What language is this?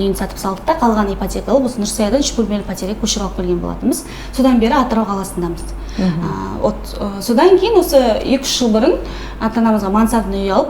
Kazakh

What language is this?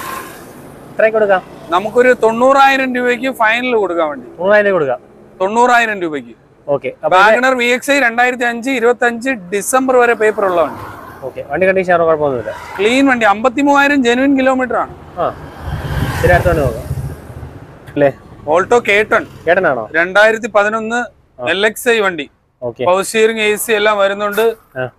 Malayalam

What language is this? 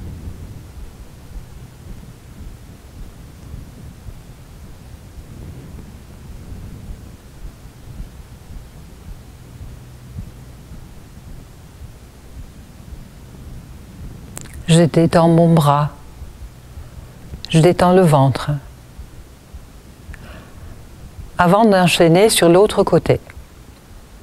French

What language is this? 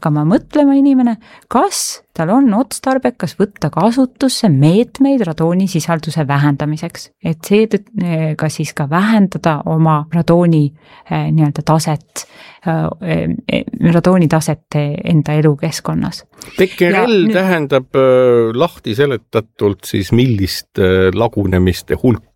Estonian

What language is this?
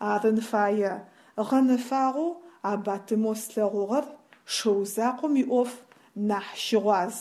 Adyghe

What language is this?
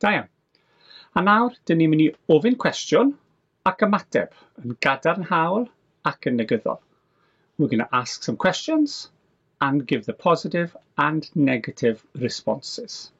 Welsh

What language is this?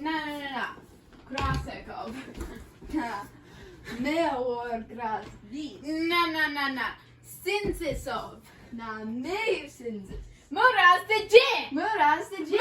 Cornish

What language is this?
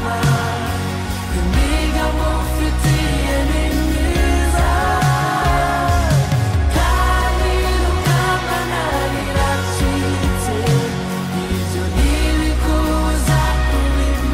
Kinyarwanda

